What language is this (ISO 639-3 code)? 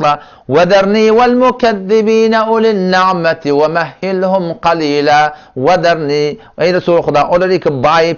tuk